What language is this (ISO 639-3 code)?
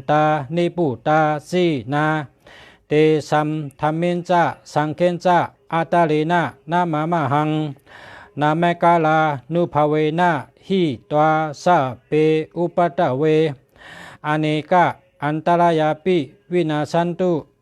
shn